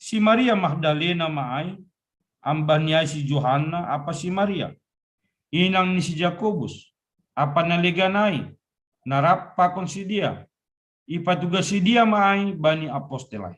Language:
Batak Simalungun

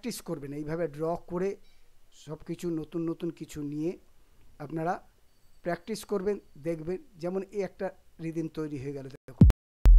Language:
Bangla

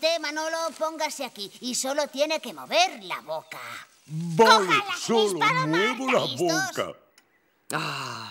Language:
Spanish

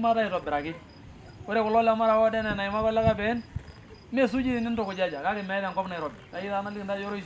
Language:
Masai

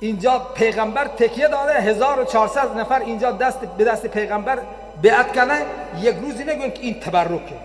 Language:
Persian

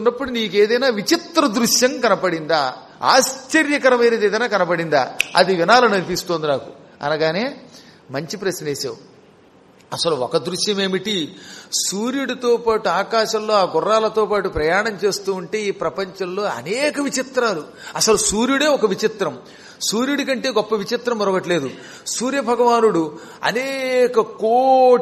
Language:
Telugu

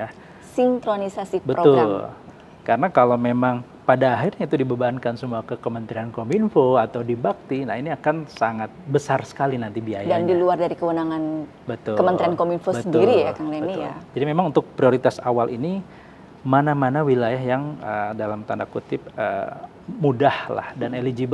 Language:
Indonesian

